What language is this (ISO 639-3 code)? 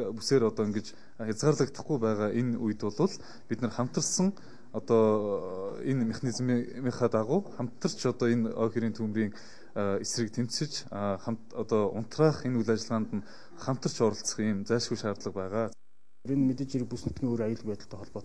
mon